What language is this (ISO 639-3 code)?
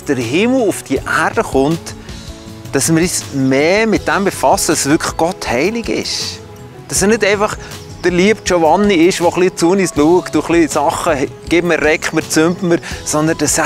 gsw